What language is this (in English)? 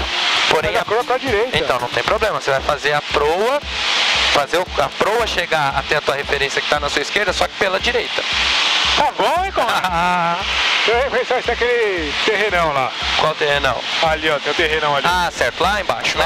Portuguese